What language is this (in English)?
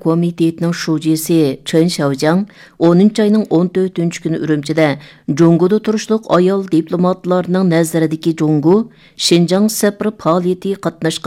Uyghur